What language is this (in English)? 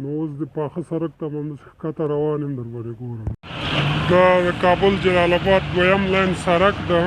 Pashto